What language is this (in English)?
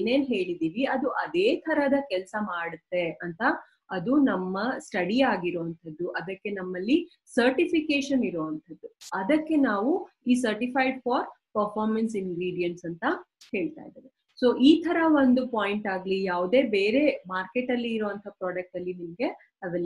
Kannada